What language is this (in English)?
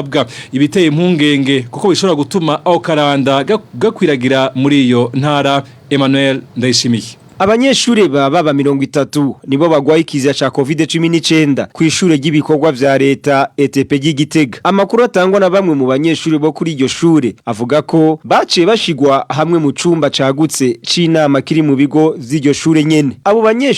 Rundi